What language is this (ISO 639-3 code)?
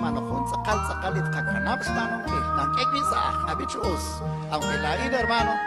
kek